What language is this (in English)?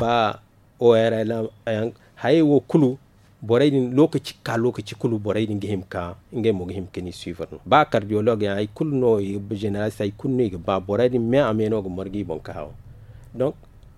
Zarma